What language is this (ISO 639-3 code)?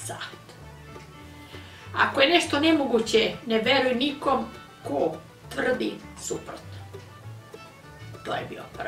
srp